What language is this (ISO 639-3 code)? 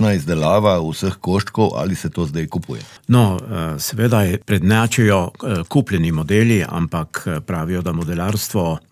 slv